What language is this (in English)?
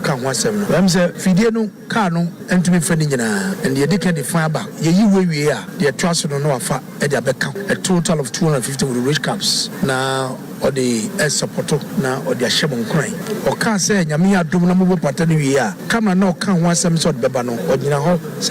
Akan